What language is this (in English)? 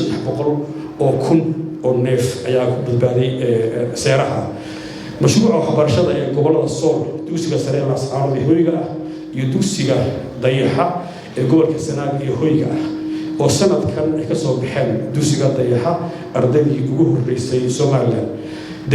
Somali